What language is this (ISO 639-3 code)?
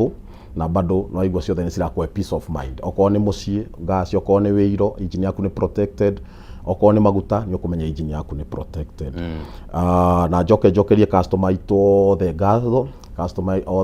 kik